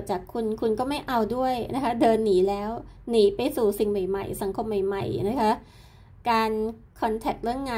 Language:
Thai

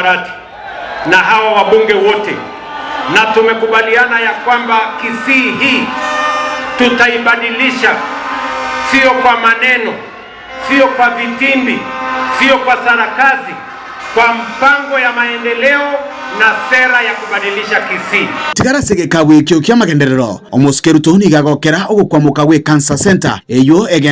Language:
Gusii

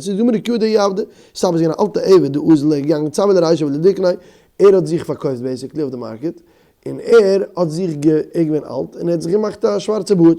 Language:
Yiddish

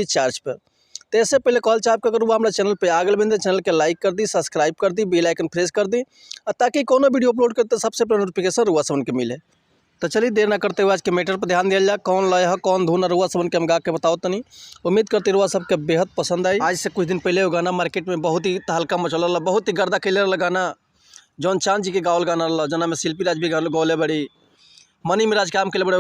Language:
Bhojpuri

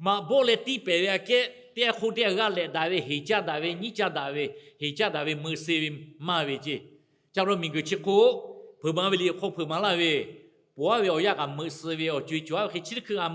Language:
Lahu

